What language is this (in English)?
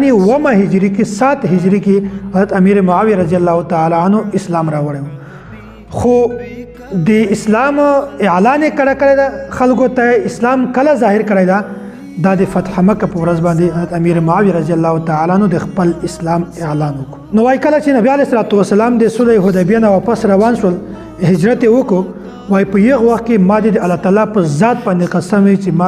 Pashto